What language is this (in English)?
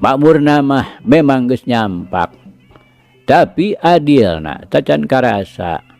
Sundanese